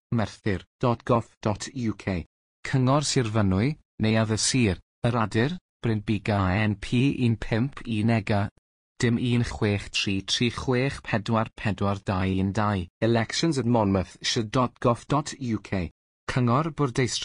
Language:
Welsh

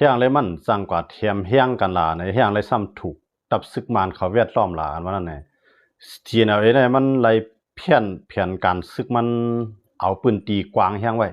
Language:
Shan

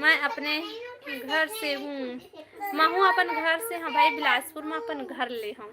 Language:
Chhattisgarhi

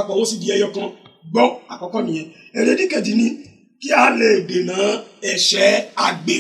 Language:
Yoruba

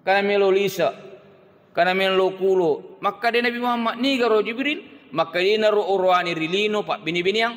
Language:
Buginese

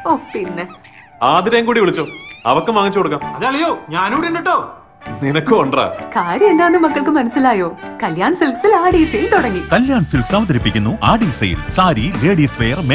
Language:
Malayalam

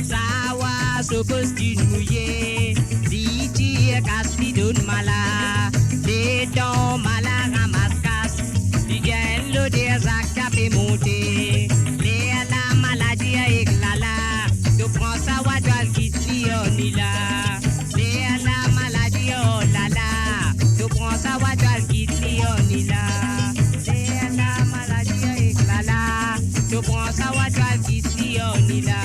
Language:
Morisyen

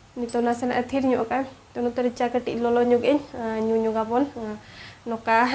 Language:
Santali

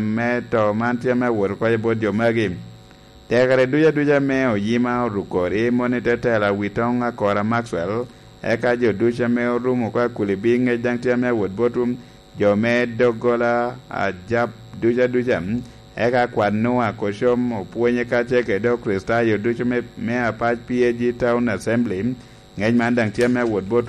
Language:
Lango (Uganda)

